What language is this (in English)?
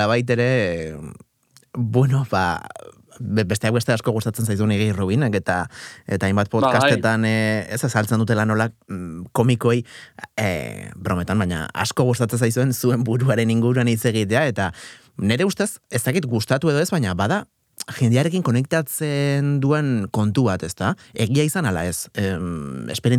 Basque